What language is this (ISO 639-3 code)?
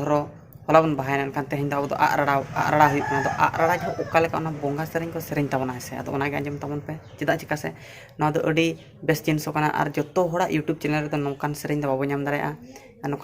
sat